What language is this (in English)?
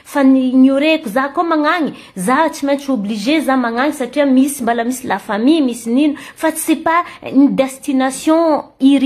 Malagasy